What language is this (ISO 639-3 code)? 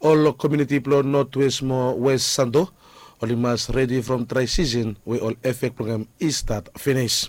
bis